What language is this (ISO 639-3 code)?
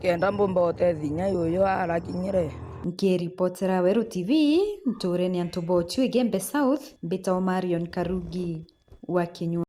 mer